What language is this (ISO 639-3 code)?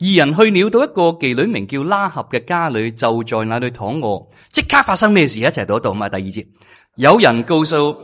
yue